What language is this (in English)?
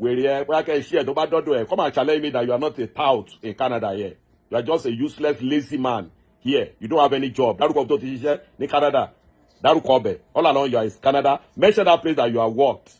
Yoruba